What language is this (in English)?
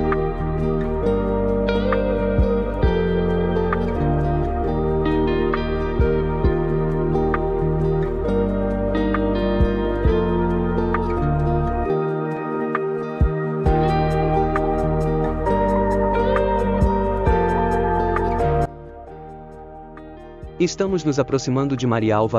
Portuguese